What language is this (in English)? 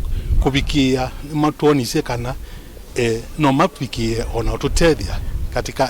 Kamba